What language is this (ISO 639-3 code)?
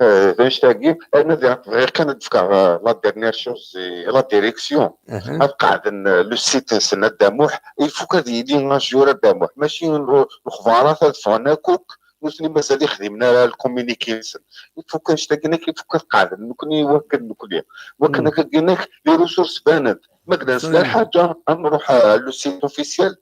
kab